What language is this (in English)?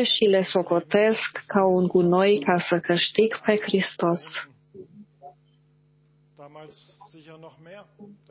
Romanian